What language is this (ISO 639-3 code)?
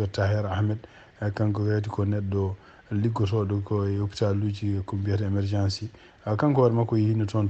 ful